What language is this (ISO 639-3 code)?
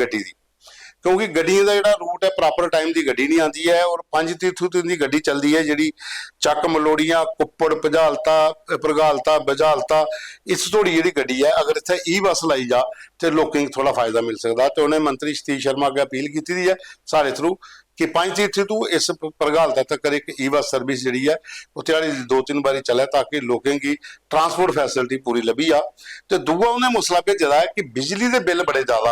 doi